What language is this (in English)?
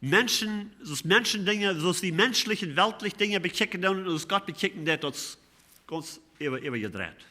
Plautdietsch